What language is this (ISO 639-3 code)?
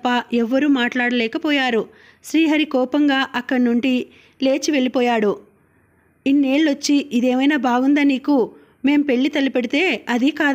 tel